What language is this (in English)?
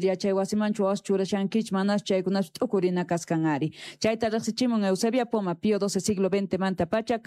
South Bolivian Quechua